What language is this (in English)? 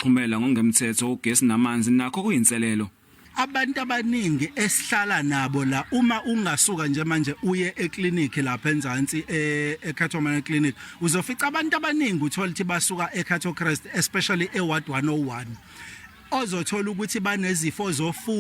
Zulu